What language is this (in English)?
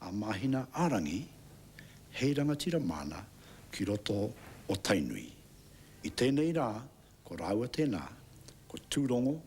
Māori